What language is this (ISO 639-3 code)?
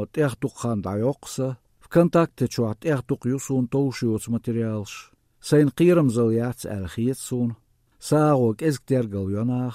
che